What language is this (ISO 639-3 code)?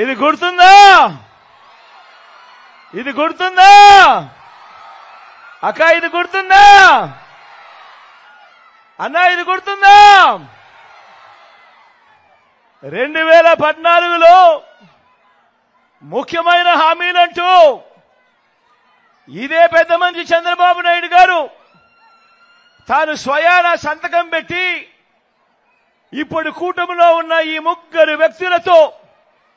tel